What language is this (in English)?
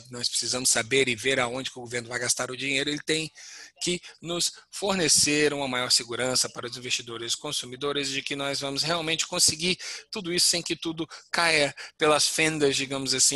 Portuguese